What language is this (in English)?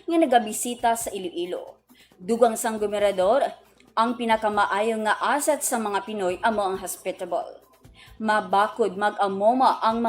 Hiligaynon